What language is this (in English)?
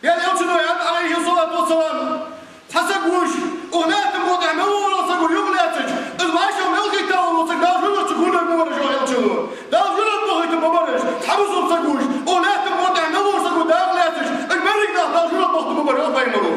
Ingush